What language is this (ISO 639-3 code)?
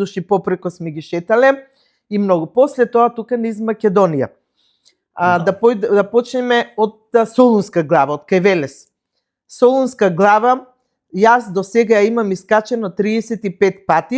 mkd